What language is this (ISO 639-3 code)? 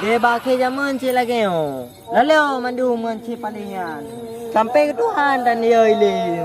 ace